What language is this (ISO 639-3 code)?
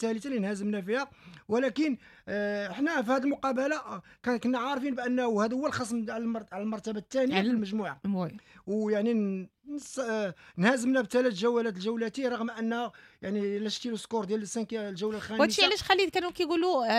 ary